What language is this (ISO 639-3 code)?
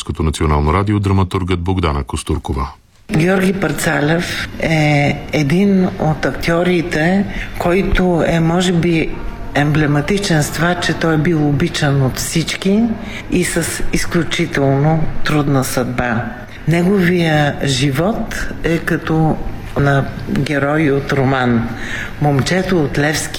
bul